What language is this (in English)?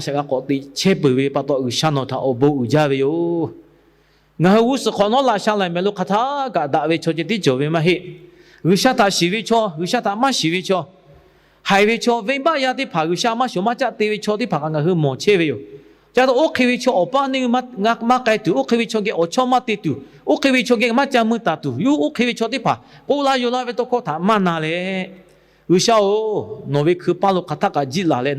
Lahu